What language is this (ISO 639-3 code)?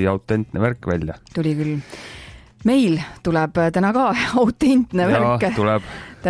est